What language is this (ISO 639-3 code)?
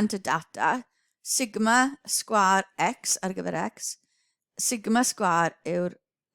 cym